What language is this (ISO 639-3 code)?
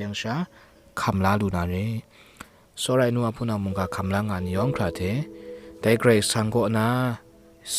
kac